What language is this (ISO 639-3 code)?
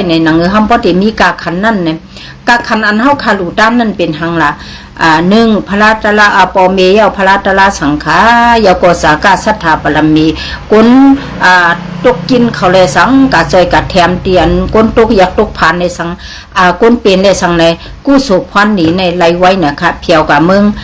shn